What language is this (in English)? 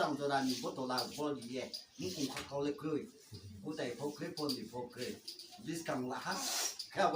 Riang (India)